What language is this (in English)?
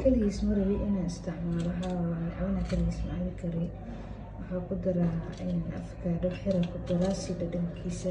Somali